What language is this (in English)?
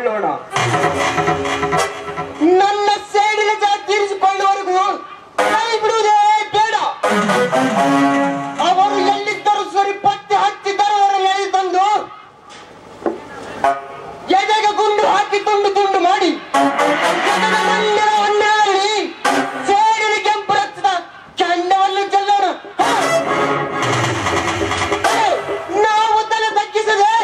Kannada